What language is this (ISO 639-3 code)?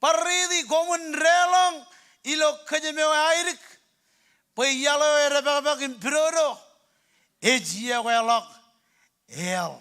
mah